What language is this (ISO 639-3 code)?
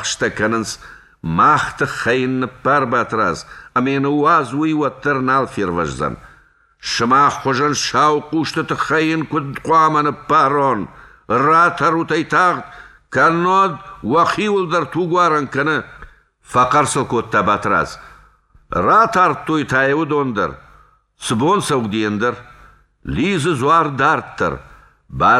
oss